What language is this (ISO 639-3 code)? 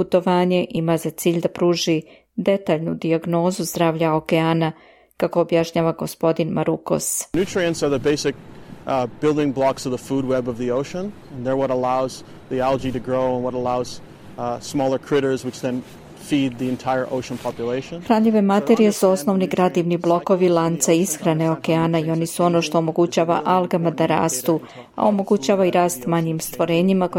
srp